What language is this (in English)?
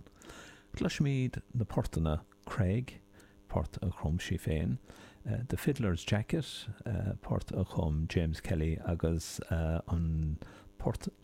Irish